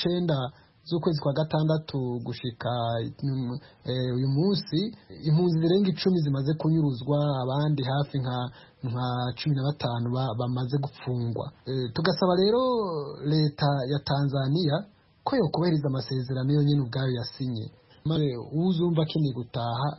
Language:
Kinyarwanda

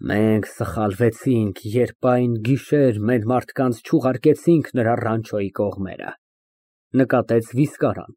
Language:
Armenian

